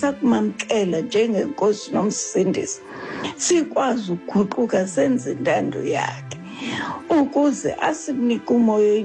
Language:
Xhosa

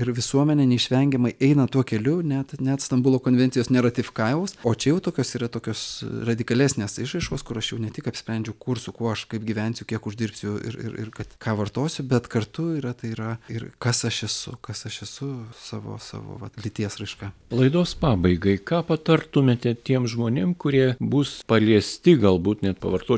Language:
Lithuanian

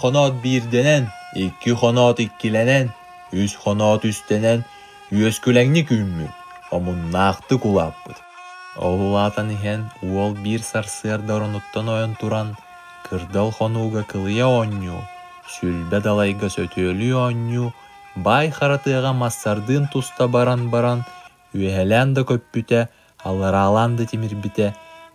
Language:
Yakut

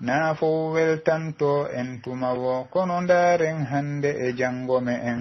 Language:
Pular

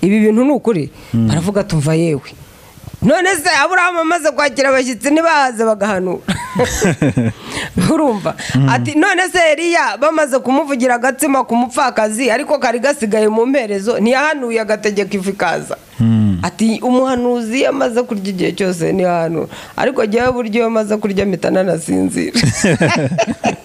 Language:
Kinyarwanda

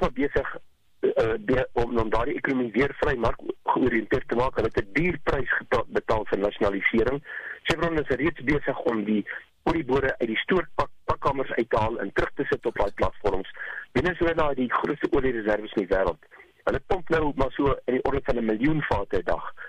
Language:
Afrikaans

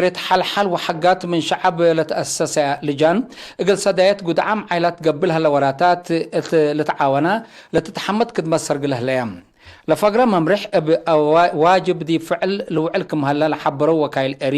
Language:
Tigre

